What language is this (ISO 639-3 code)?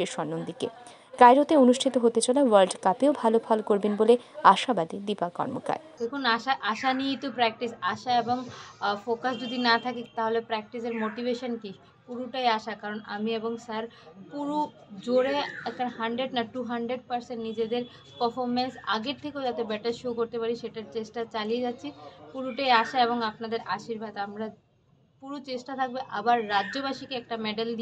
ben